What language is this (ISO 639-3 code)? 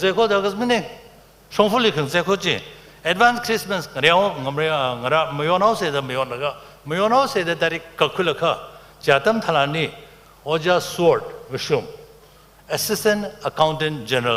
nmf